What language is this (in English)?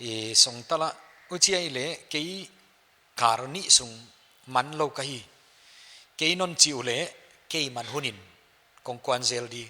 Paite Chin